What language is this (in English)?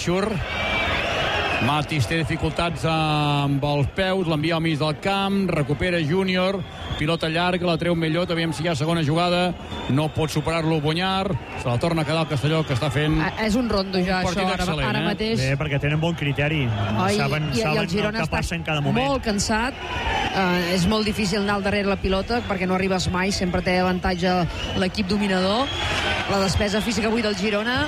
Catalan